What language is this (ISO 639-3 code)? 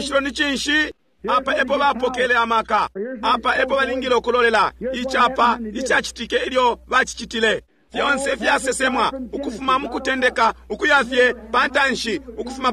bem